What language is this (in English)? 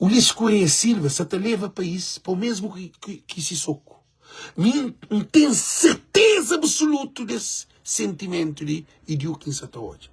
Kabuverdianu